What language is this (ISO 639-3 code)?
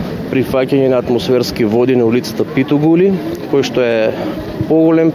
mkd